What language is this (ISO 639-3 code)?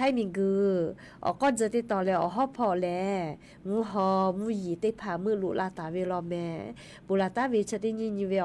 lhu